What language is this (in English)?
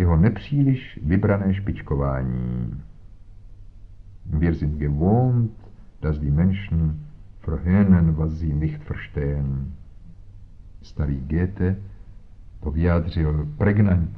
Czech